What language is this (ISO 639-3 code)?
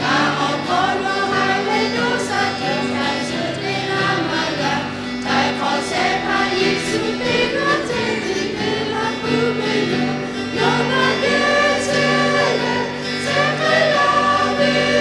lhu